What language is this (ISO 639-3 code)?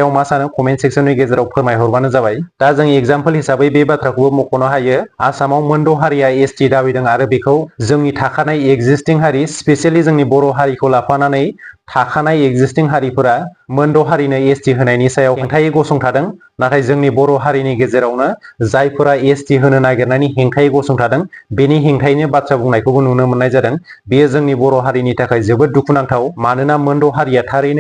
brx